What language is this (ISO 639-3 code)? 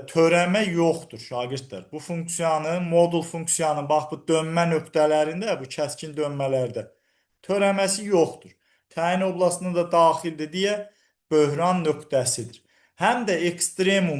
aze